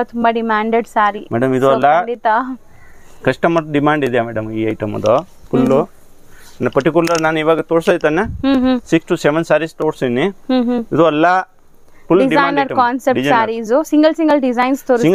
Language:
Kannada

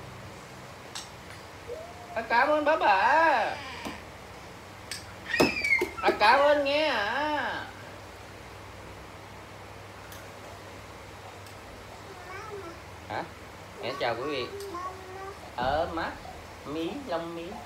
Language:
Vietnamese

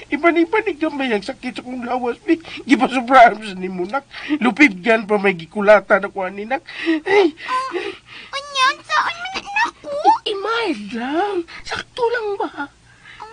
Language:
Cebuano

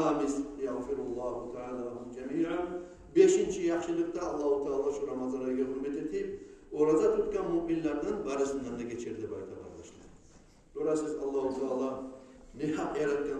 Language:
Kumyk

